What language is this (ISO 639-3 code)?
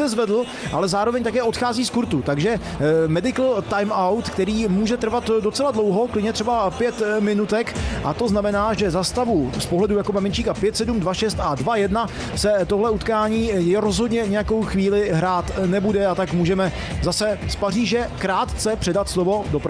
ces